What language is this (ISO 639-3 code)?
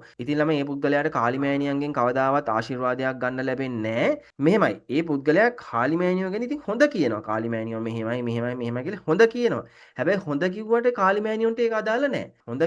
sin